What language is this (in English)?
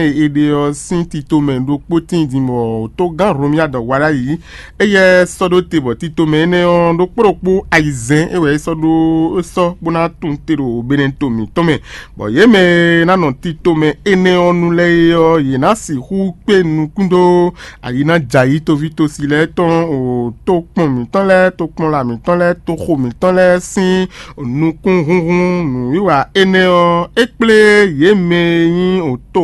Fon